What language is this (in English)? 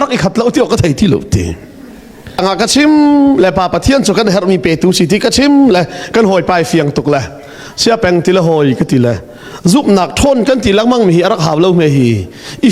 Hakha Chin